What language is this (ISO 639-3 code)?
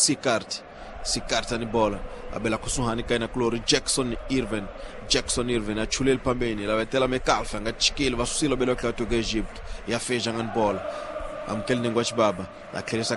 tso